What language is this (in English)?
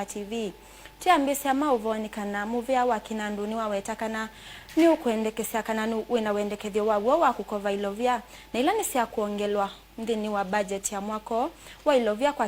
Kamba